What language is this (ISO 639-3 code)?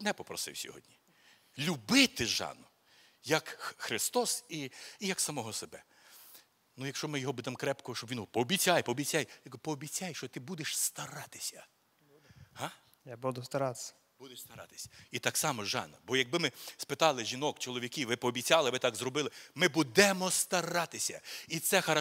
ukr